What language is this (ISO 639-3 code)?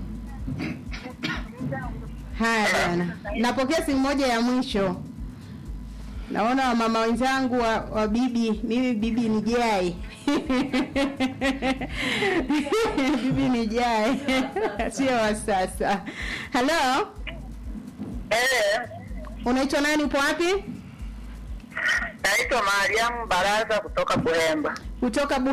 swa